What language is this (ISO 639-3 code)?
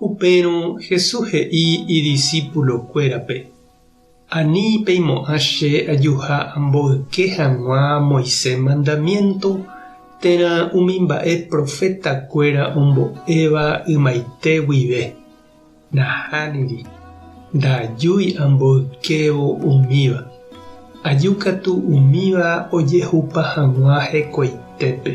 grn